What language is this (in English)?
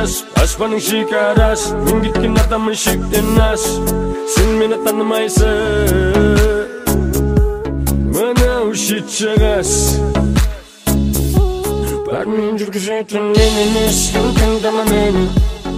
Kazakh